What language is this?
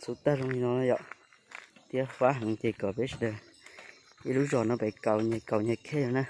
Hmong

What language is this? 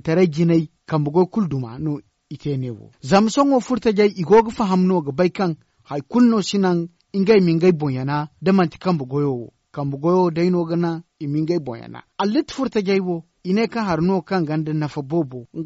Zarma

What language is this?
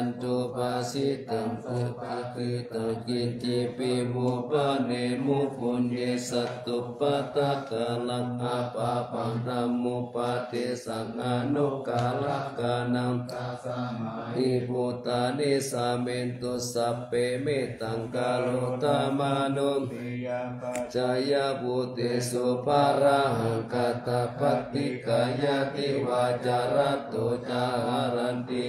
Pali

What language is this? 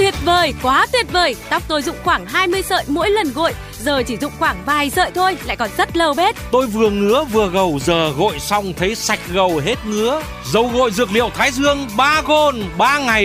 Vietnamese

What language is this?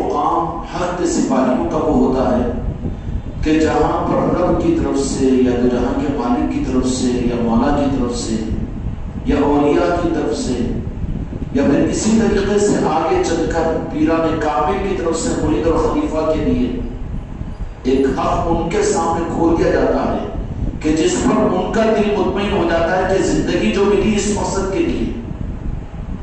Urdu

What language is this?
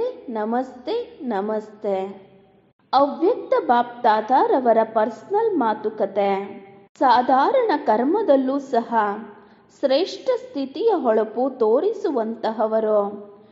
Kannada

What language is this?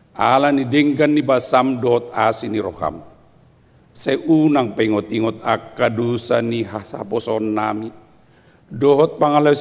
Batak Toba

